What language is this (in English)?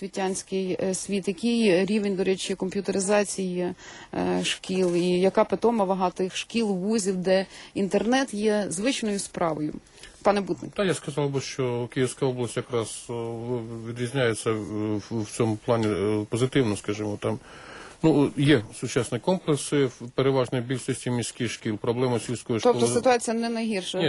Ukrainian